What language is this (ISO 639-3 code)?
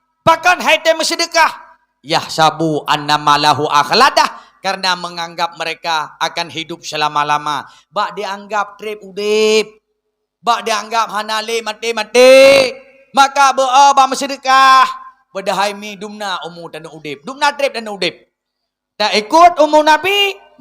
ace